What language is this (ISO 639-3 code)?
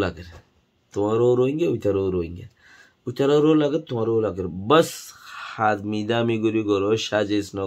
rhg